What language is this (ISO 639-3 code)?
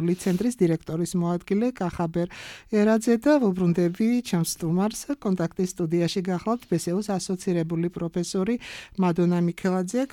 kat